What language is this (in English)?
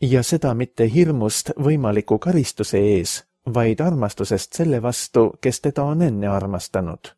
Estonian